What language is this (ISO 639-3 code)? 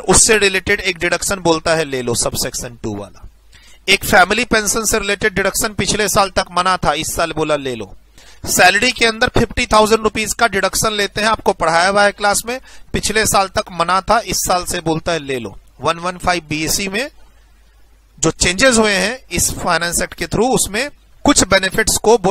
hin